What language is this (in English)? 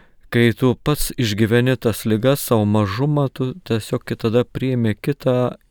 Lithuanian